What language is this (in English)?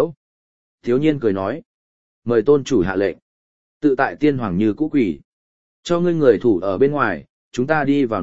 Vietnamese